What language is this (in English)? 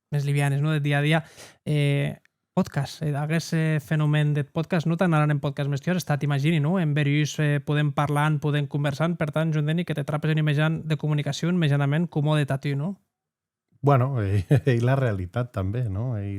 Occitan